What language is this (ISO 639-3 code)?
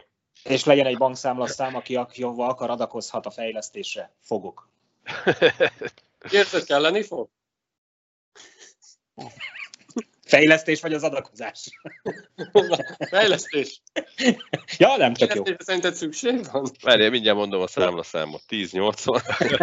hun